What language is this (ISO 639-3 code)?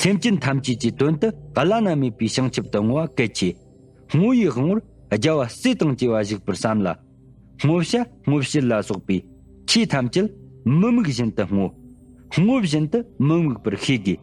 bod